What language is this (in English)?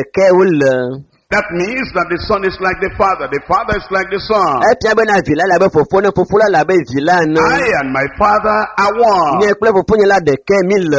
Ewe